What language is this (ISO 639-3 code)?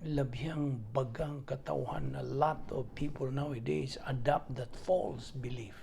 ceb